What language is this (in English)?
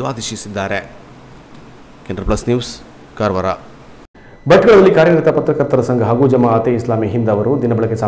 Kannada